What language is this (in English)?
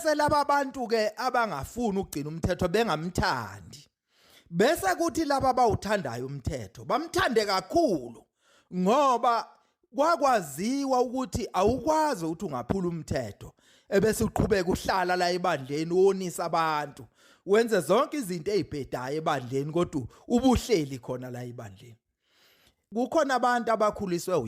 Zulu